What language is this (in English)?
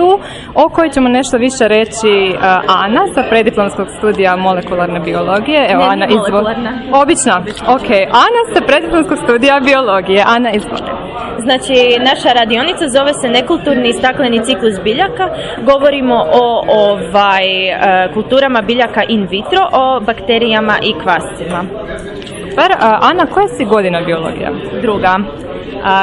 Croatian